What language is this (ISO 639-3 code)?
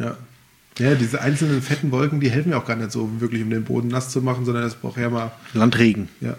deu